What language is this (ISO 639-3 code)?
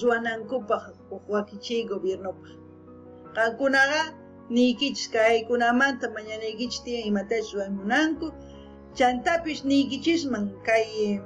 quh